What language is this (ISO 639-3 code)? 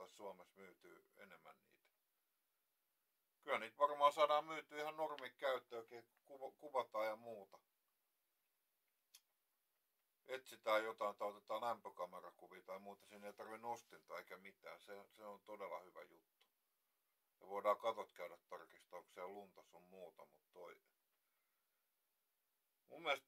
fin